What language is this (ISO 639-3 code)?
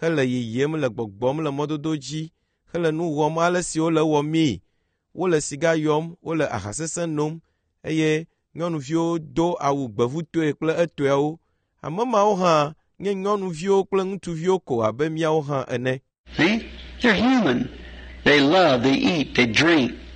ewe